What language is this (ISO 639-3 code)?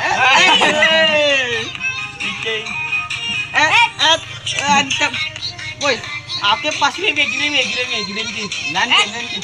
ban